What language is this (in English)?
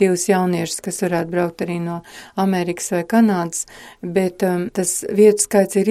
Latvian